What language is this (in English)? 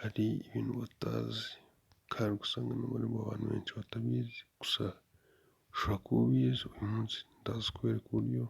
Kinyarwanda